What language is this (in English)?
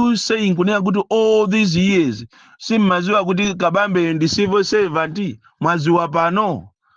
Nyanja